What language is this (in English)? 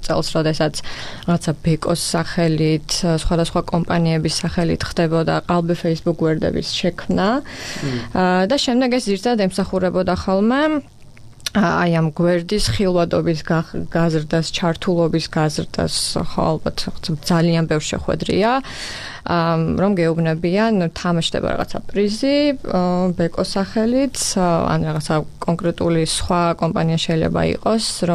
Georgian